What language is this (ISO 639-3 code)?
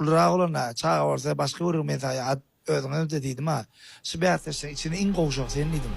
tuk